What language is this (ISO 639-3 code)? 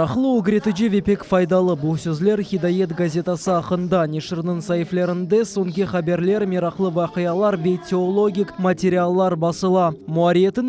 crh